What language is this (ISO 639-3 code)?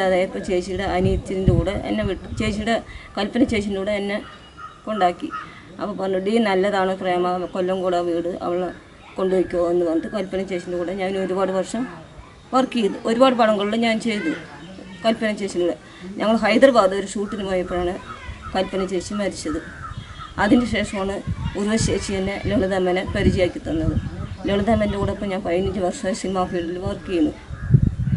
mal